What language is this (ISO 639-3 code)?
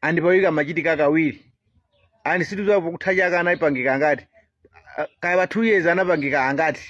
nya